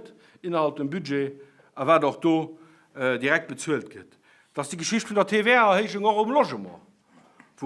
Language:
Luxembourgish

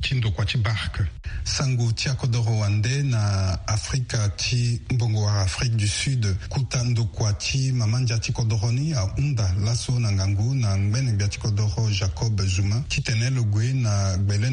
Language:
Sango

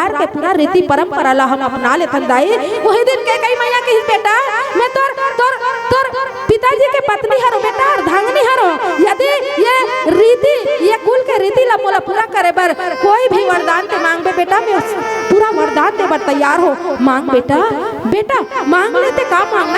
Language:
Chhattisgarhi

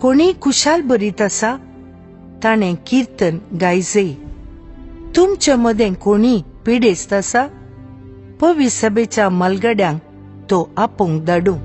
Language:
Konkani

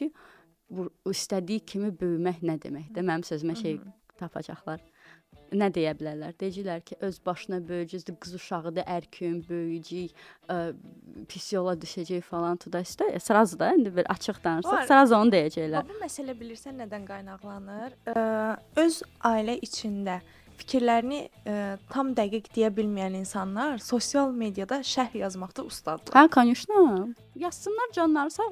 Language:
Azerbaijani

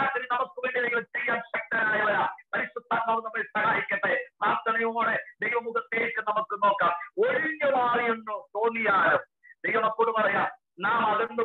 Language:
Malayalam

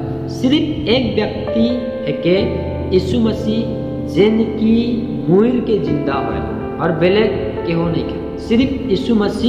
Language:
Sadri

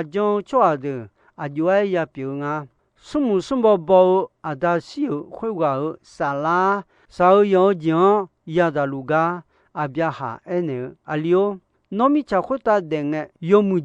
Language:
Akha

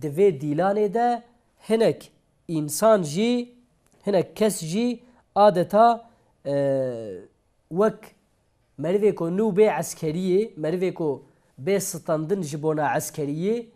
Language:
Kurdish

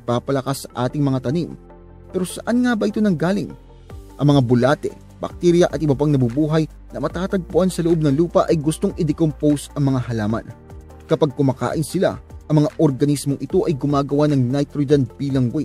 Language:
Filipino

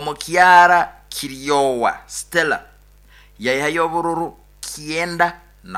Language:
Nyoro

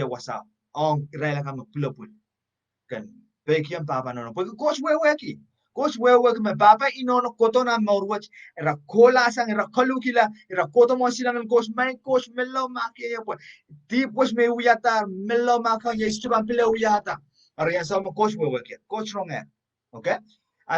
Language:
Pohnpeian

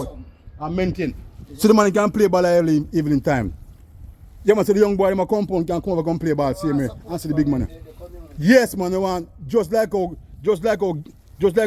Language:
Jamaican Creole English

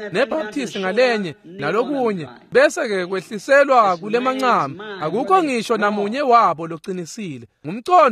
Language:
Swati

